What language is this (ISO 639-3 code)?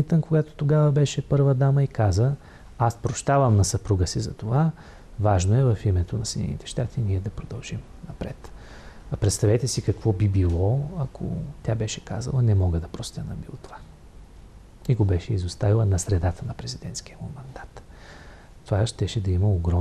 bul